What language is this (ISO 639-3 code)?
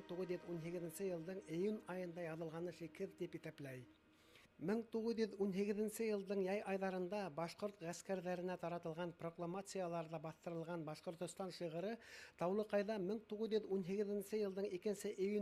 bak